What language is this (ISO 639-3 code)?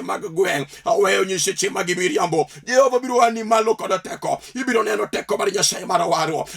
luo